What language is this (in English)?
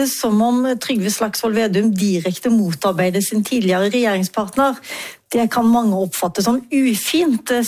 Norwegian